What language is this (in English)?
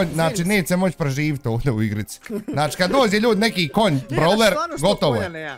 Bosnian